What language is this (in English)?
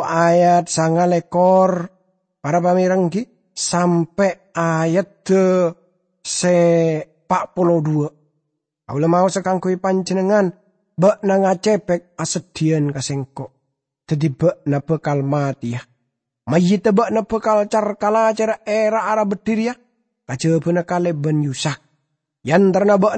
Madurese